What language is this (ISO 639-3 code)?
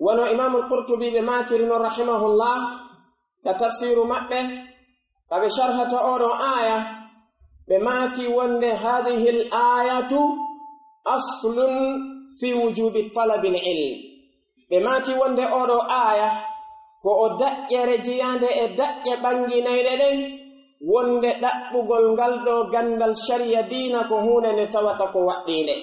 fuf